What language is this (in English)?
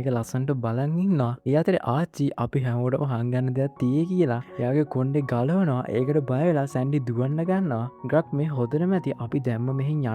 Sinhala